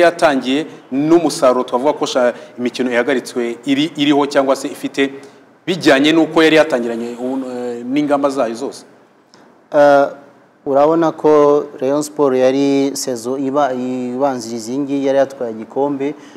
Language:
Kinyarwanda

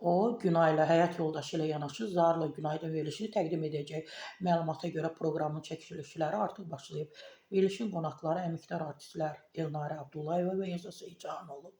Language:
Azerbaijani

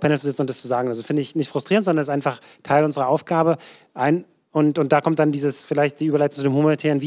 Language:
German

